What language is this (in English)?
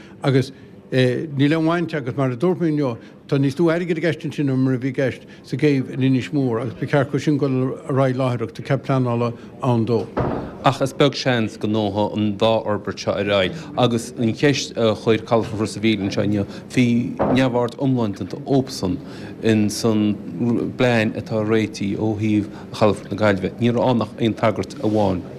Irish